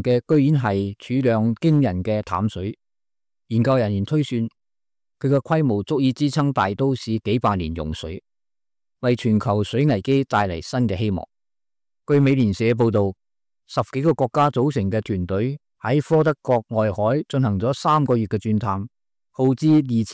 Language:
Cantonese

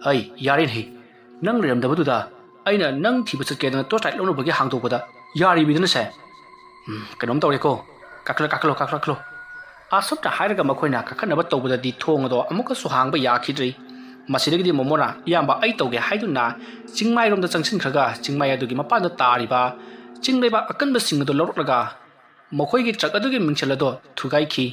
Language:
Manipuri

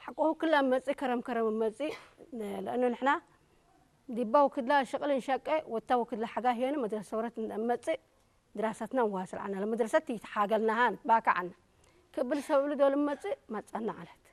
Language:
Tigrinya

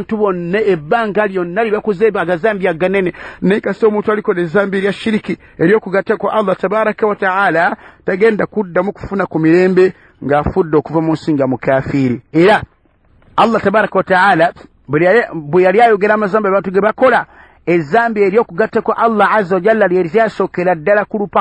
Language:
Ganda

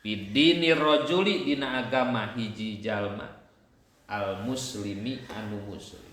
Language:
Sundanese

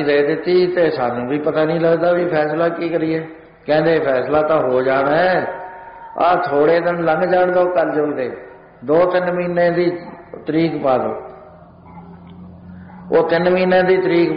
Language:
Punjabi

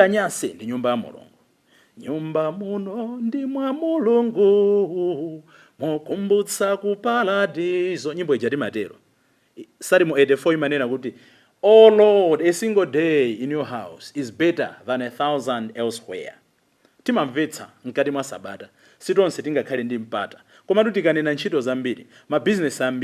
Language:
Nyanja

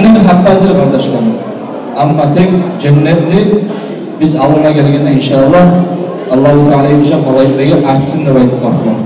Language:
Kumyk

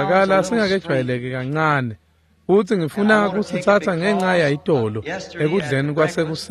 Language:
Swati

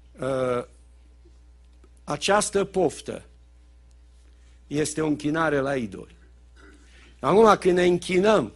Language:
Romanian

